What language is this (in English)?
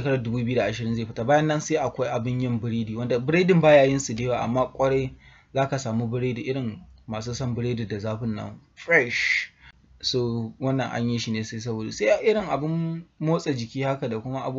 Hausa